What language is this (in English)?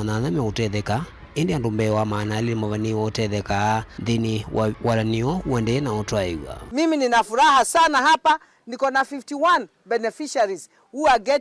Kamba